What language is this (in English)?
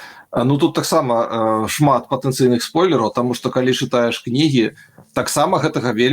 Belarusian